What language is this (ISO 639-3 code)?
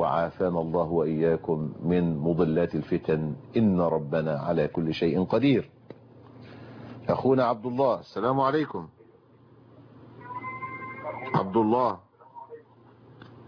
ara